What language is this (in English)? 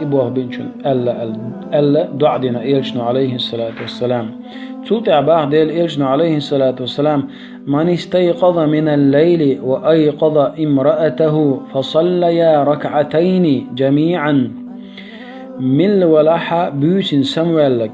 Chechen